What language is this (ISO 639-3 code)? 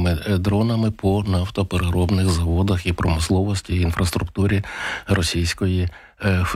ukr